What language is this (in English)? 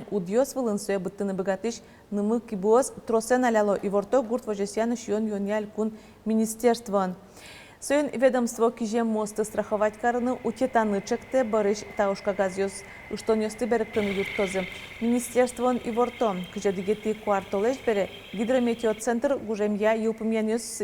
Udmurt